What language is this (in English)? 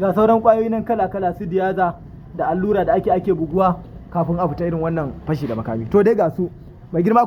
Hausa